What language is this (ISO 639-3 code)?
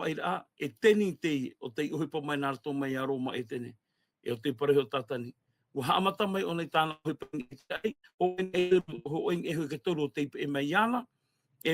tah